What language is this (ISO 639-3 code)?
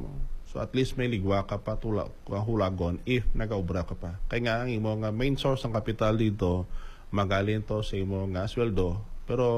hil